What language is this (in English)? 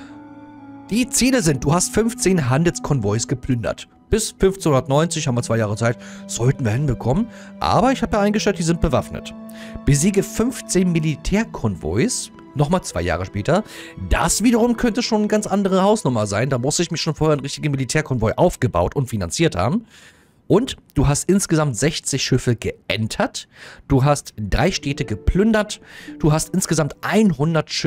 German